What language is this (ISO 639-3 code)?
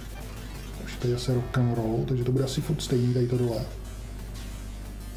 ces